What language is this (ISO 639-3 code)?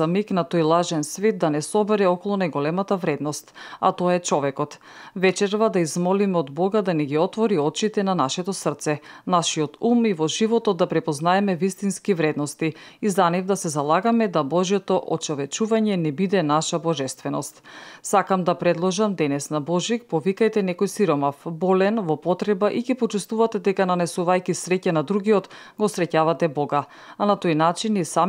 mkd